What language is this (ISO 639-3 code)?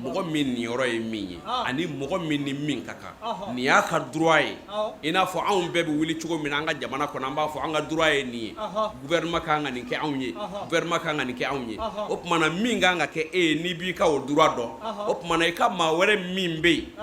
bam